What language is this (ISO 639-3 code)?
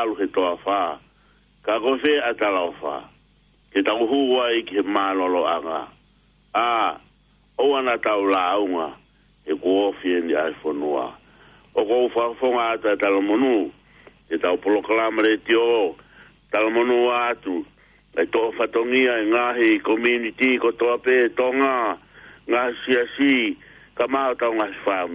ton